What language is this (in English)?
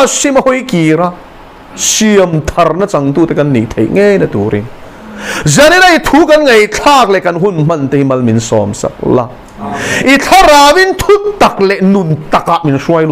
Mizo